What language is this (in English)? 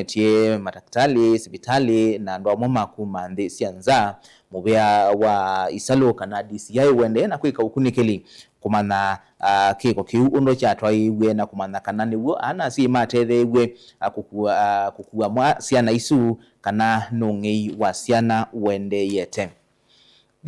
Kamba